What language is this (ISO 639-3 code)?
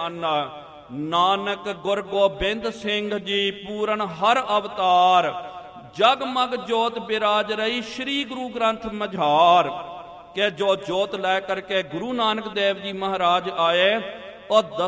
pan